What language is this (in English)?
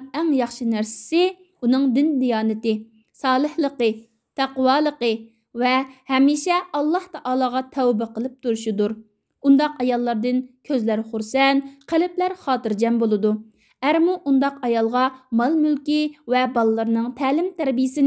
Uyghur